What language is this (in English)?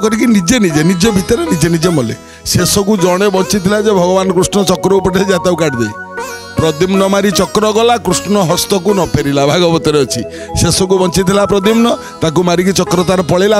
Odia